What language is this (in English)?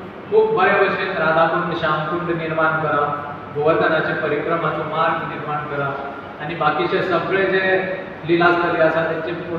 Konkani